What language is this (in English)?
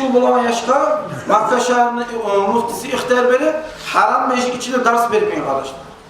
Kumyk